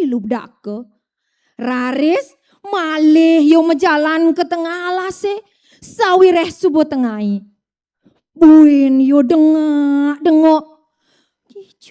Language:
Balinese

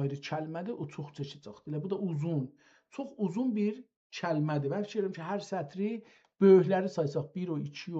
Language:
South Azerbaijani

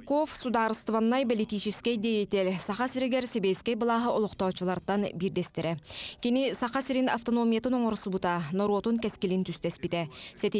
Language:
Yakut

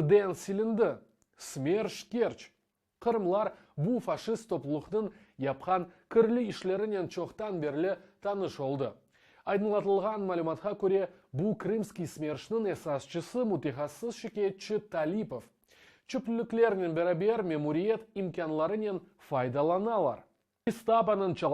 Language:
Crimean Tatar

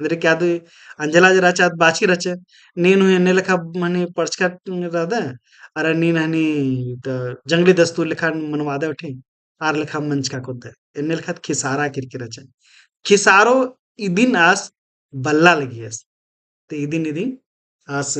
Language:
Kurukh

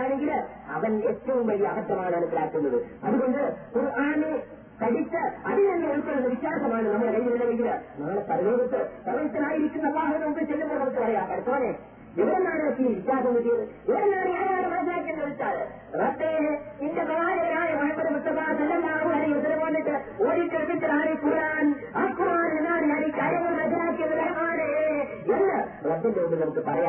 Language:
Malayalam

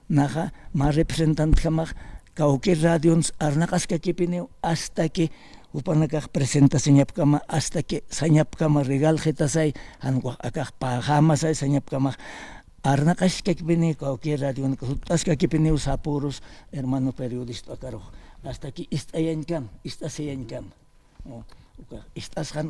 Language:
Aymara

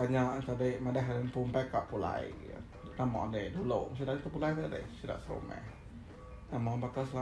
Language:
Iban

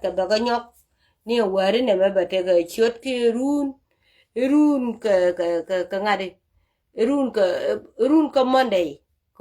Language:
Nuer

